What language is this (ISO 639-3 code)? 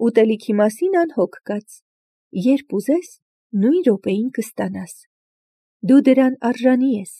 hye